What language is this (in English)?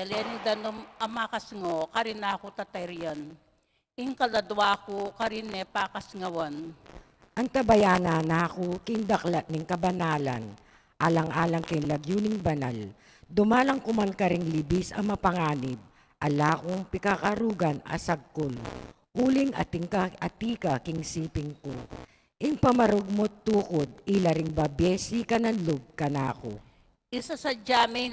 Pampanga